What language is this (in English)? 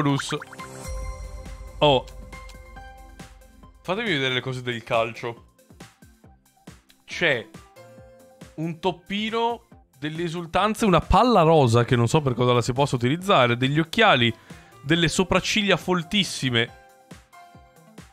Italian